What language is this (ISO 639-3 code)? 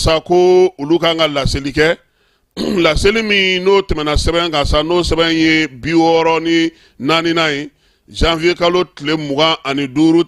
bam